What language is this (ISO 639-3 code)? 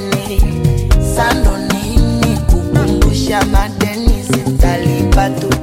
swa